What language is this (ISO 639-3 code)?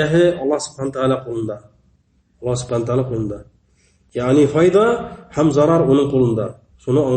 bak